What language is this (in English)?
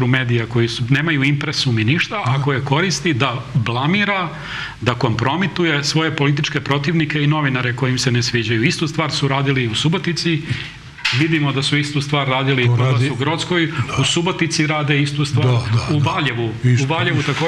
Serbian